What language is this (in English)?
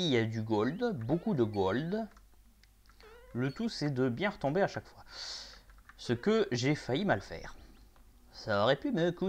French